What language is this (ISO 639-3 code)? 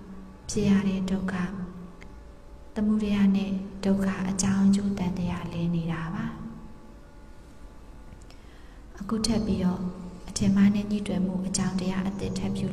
mya